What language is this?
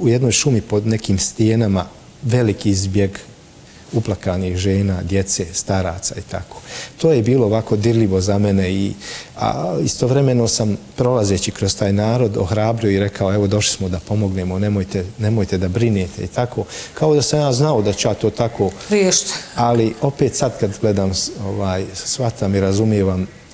Bosnian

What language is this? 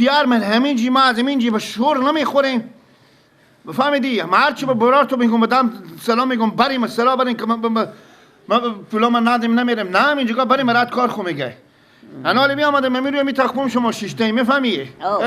Persian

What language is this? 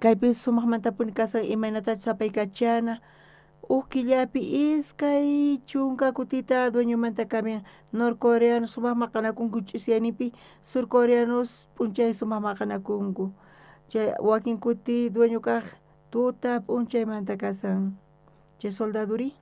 South Bolivian Quechua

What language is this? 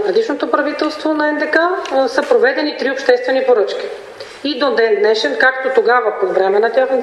Bulgarian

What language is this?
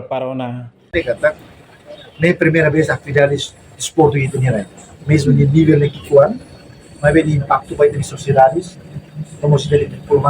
Tetum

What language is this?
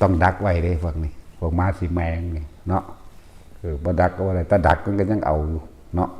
Northeastern Thai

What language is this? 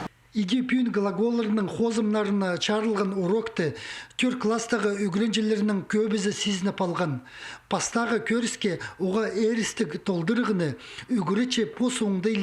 Khakas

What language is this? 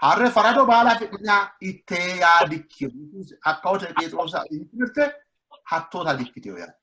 Sidamo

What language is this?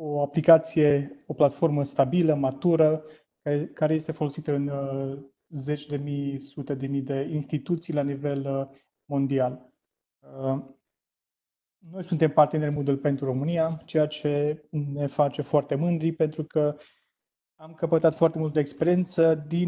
Romanian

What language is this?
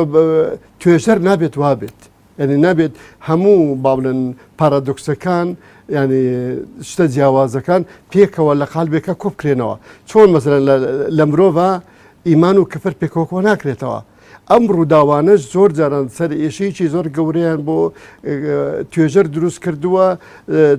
Central Kurdish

